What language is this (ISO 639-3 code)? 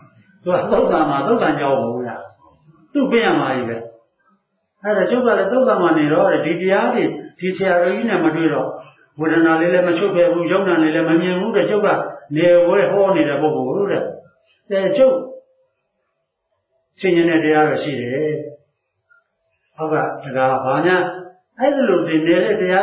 mya